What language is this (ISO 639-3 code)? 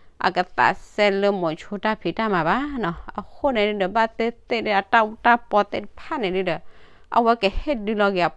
ksw